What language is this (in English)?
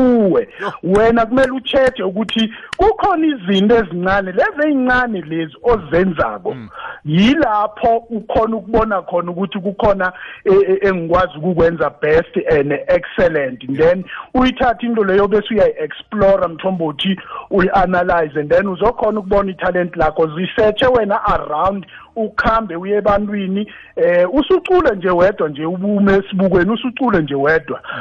South Ndebele